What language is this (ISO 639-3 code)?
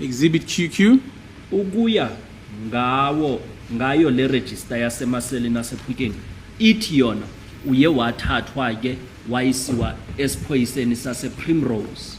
zul